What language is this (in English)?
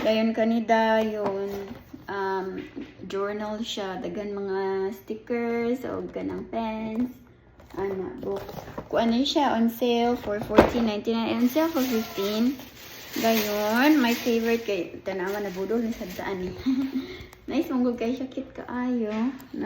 Cebuano